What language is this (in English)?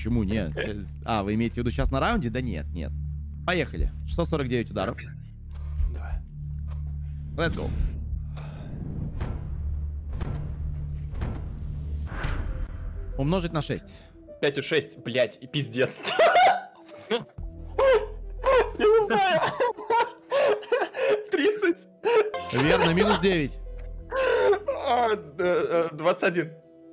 Russian